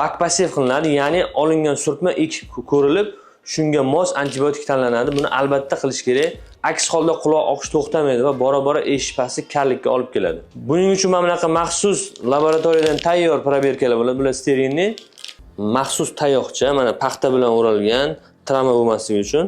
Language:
Uzbek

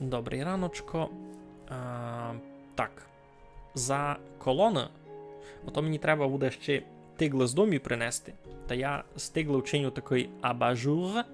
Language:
Rusyn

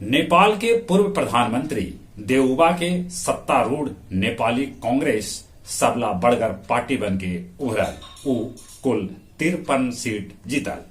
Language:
Magahi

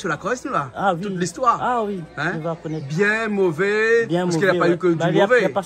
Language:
Réunion Creole French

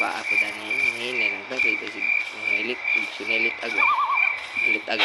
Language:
Cebuano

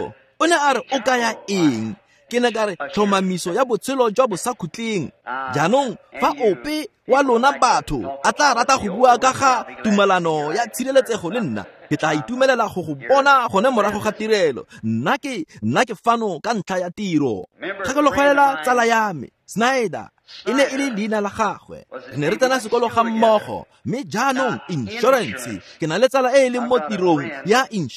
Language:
Tswana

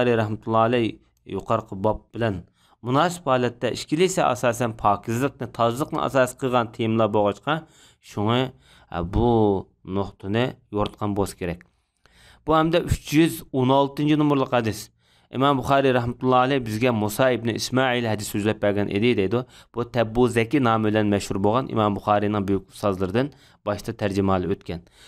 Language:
Uyghur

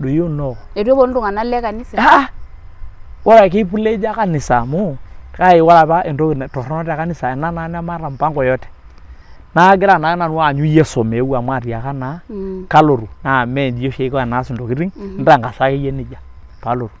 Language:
Masai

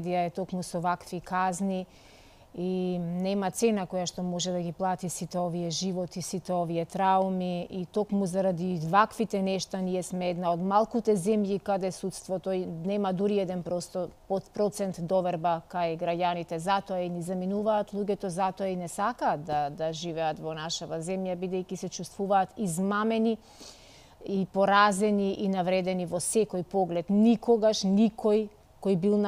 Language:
Macedonian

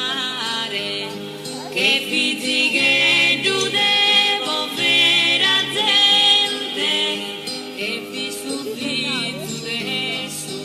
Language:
Sardinian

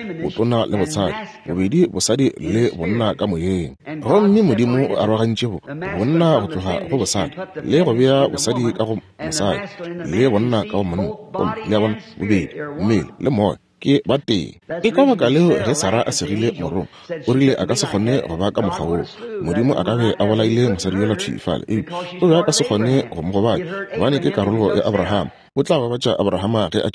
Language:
Northern Sotho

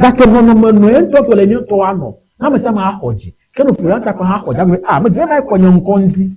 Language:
Ewe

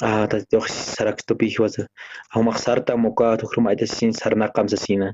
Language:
Aymara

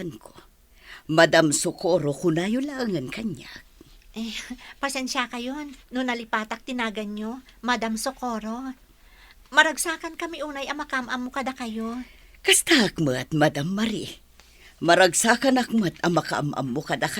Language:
Iloko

